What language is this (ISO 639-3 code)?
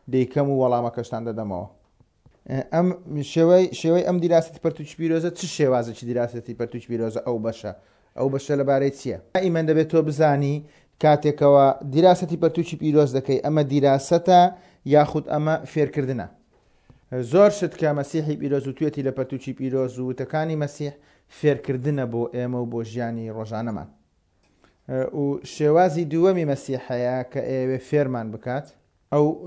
ckb